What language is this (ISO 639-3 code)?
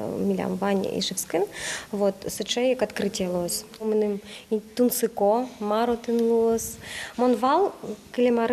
udm